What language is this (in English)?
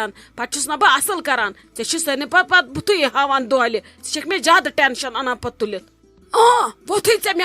Kashmiri